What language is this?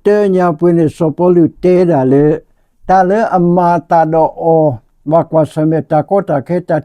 S'gaw Karen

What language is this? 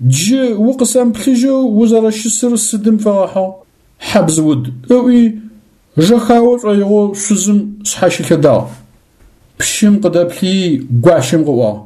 Adyghe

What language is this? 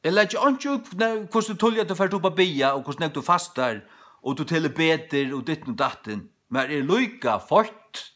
Faroese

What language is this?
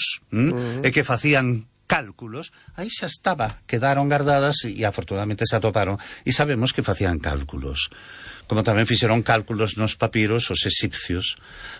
Galician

